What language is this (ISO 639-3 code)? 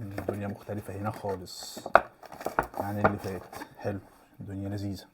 arz